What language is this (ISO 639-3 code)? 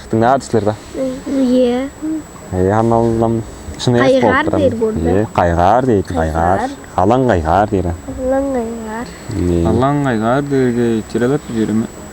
tyv